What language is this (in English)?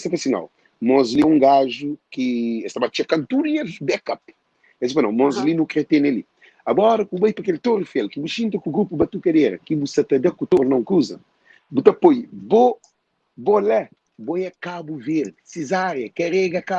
Kabuverdianu